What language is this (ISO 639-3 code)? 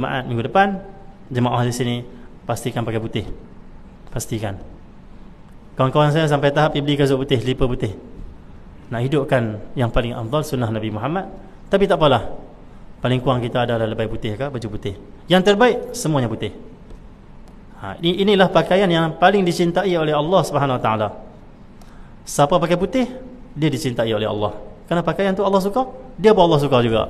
msa